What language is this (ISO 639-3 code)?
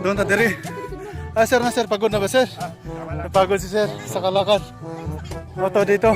ceb